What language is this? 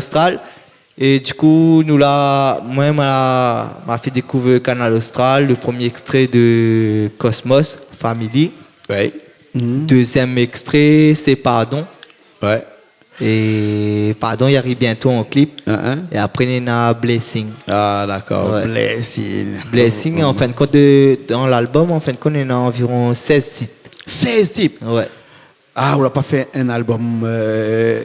Réunion Creole French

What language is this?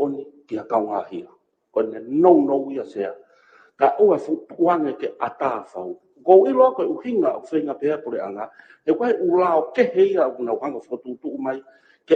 Tongan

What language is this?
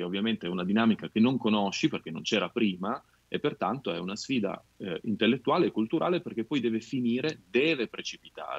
Italian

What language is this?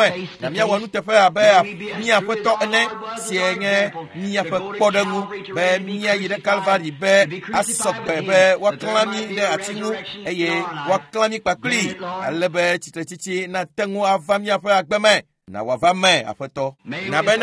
Ewe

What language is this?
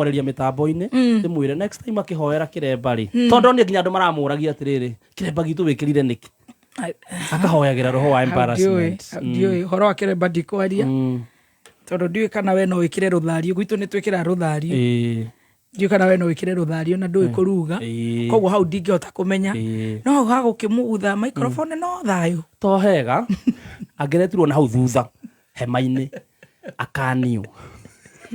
Kikuyu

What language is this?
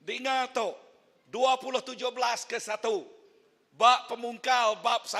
Iban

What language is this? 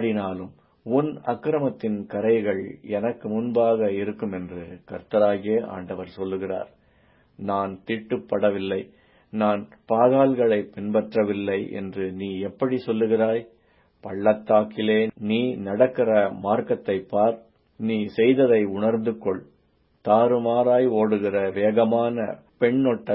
Tamil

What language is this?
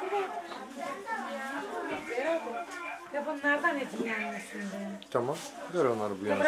Turkish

